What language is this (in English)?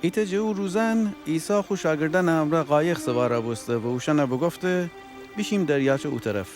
Gilaki